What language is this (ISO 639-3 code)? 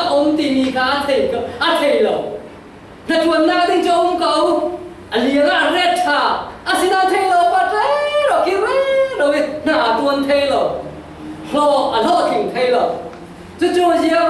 cfm